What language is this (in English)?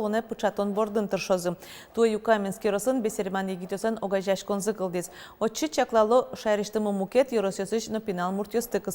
Udmurt